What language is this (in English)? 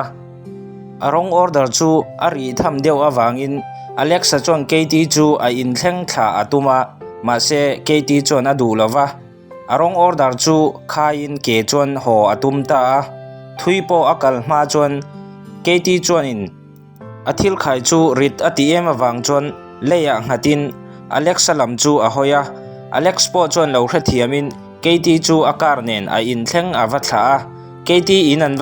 Mizo